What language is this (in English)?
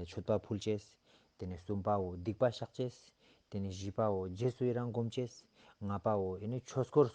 Ladakhi